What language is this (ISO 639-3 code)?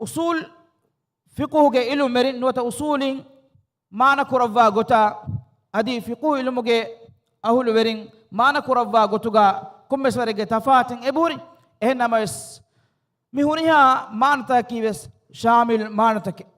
div